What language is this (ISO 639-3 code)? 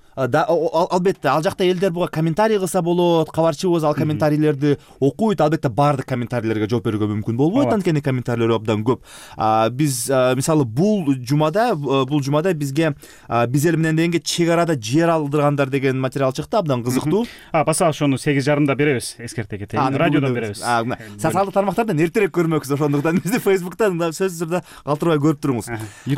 kir